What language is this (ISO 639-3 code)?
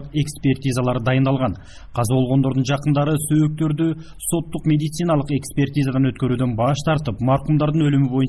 kir